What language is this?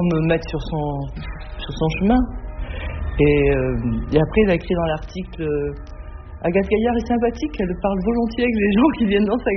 French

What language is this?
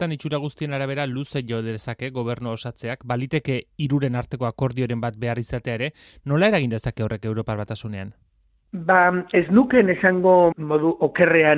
Basque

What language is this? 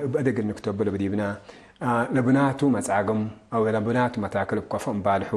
Tigre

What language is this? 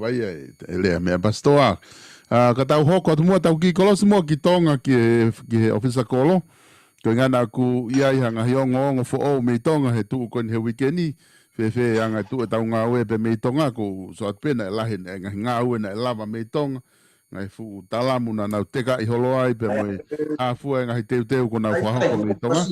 Tongan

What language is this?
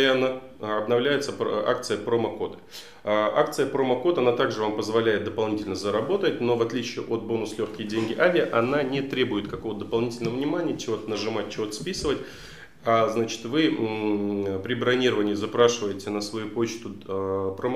Russian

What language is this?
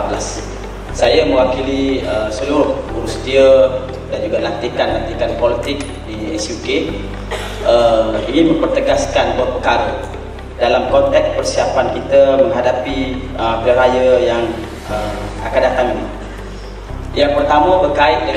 Malay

